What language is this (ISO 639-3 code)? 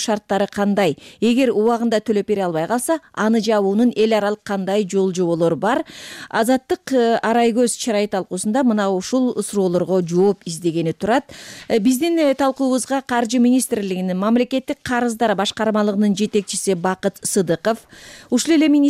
kir